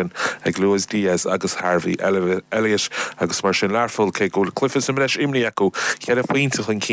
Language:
Irish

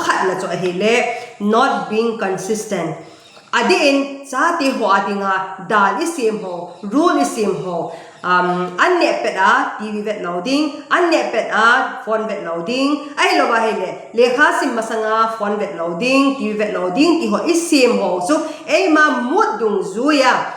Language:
Thado Chin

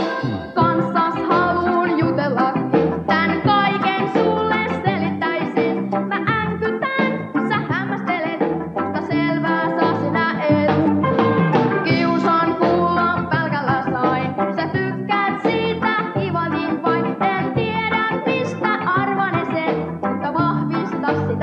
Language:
Finnish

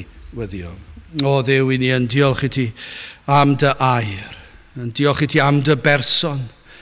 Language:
Welsh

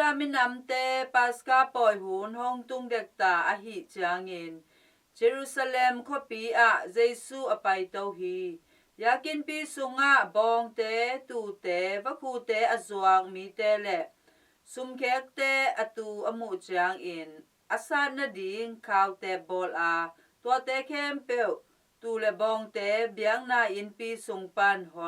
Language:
Tedim Chin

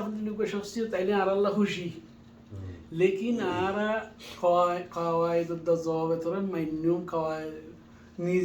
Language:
Rohingya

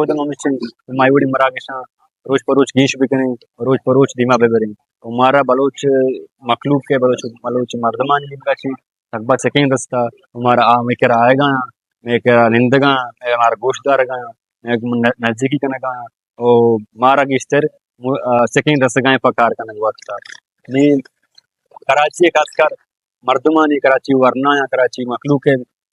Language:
Baluchi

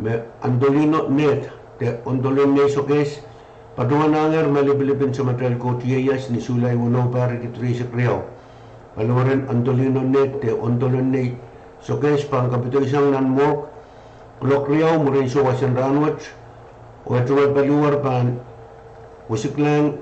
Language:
Pohnpeian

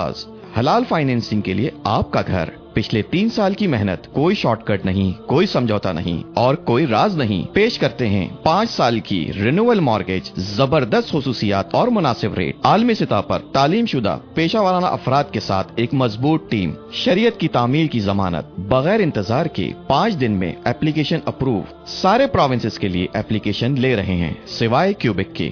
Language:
Urdu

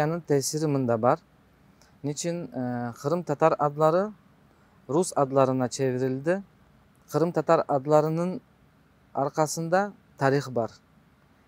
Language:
Crimean Tatar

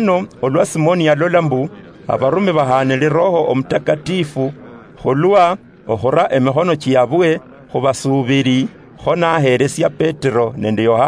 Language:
Luyia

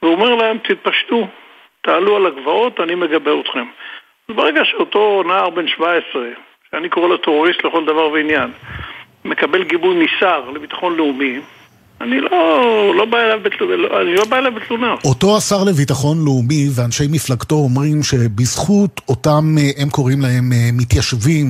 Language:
Hebrew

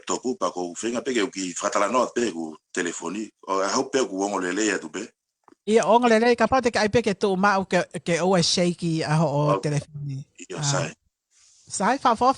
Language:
Tongan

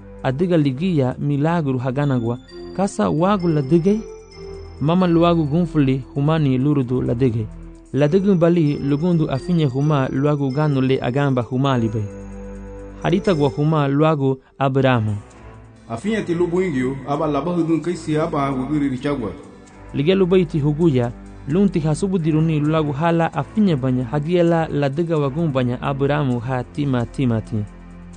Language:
Garifuna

